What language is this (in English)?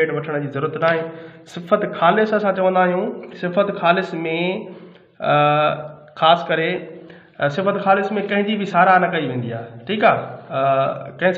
Sindhi